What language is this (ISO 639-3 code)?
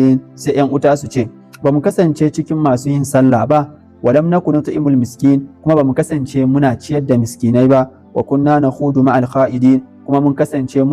hau